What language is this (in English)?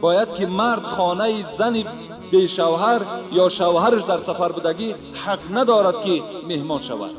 Tajik